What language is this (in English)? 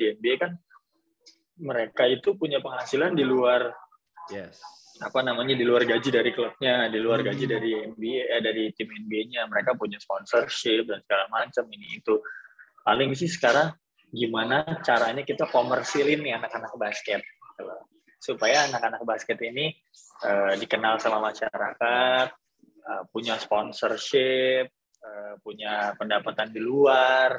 Indonesian